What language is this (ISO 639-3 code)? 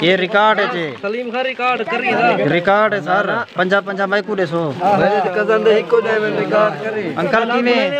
skr